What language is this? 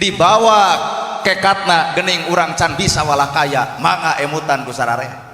Sundanese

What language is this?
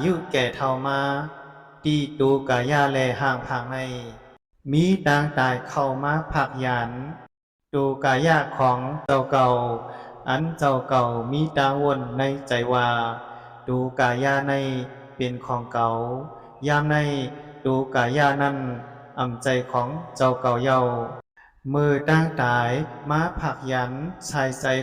Shan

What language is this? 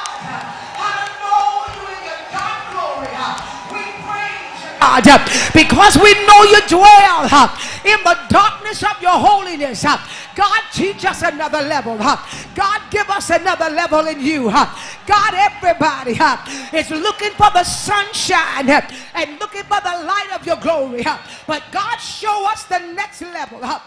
English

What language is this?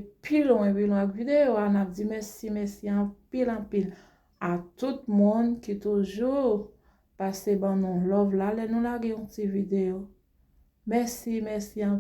Haitian Creole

